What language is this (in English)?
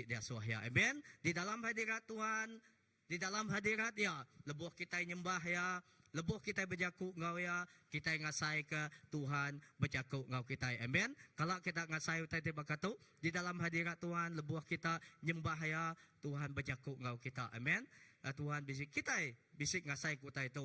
Iban